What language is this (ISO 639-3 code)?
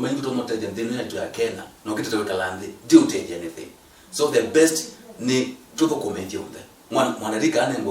kam